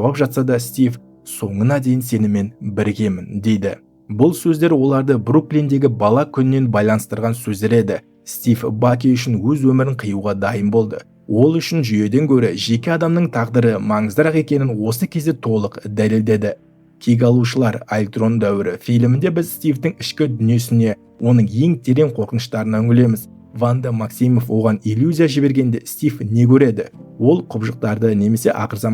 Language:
Kazakh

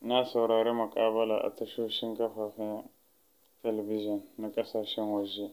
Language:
Hausa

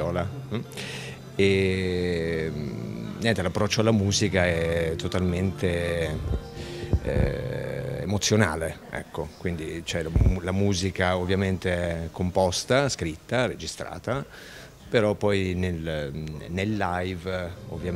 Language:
Italian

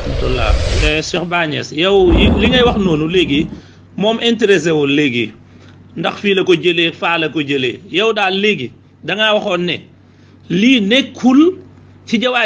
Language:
Wolof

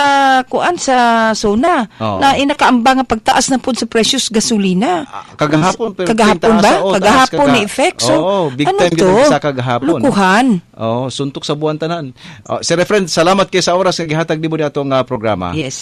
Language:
Cebuano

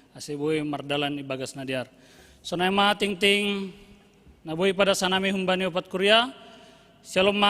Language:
Batak Simalungun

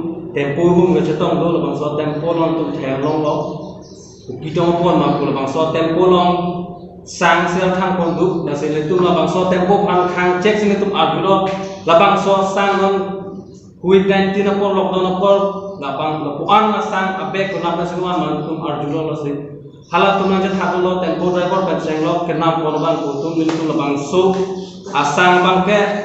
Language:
Karbi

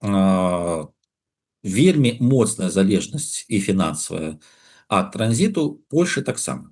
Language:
Belarusian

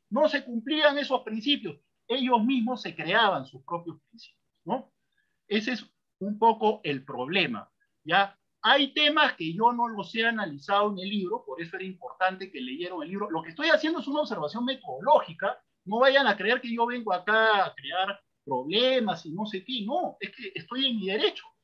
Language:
Spanish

